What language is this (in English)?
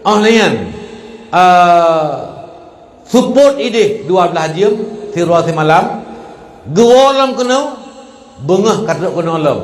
Achinese